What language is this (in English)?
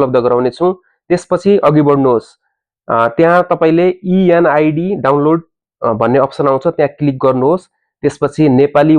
Nepali